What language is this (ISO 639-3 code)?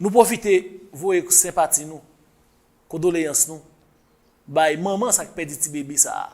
hat